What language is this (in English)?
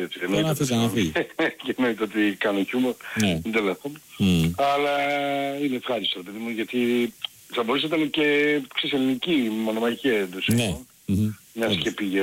Greek